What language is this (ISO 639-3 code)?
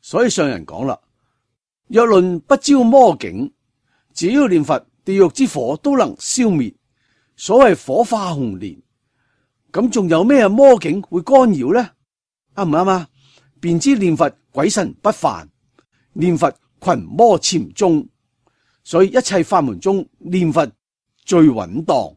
yue